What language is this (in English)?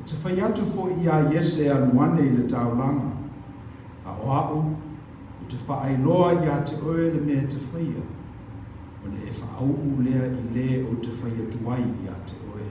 Samoan